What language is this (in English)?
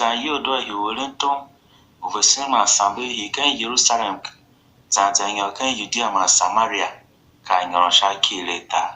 Tiv